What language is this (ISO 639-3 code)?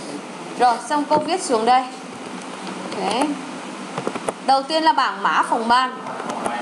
vie